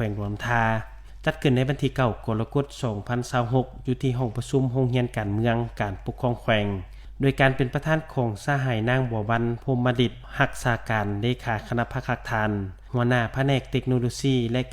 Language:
Lao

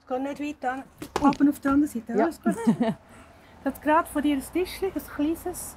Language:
Swiss German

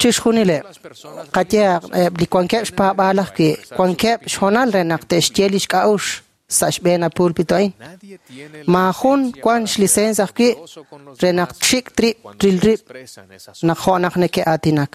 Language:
Kekchí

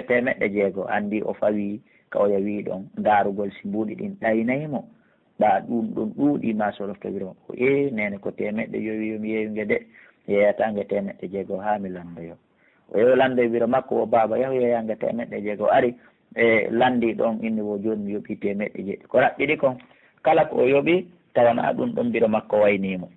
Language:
Pular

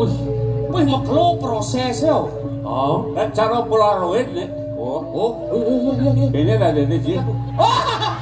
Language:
Balinese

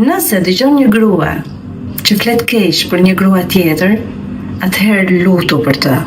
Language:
Albanian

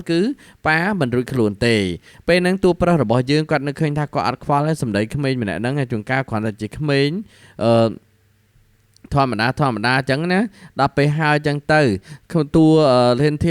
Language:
Khmer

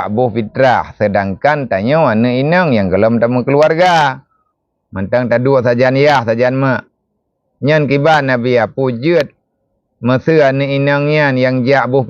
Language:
Achinese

